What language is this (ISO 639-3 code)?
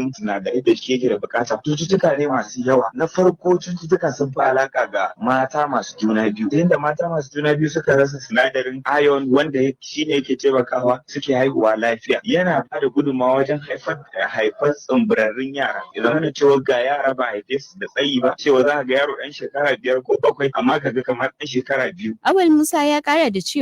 hau